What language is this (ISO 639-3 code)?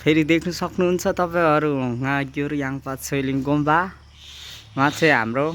nep